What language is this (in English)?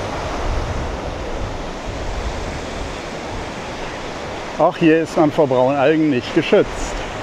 German